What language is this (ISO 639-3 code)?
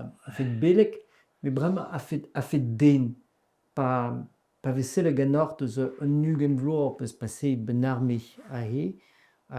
bre